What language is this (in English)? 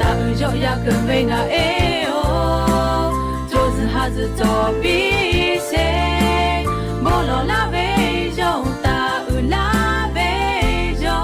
Lahu